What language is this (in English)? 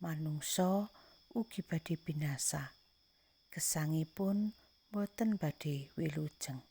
Javanese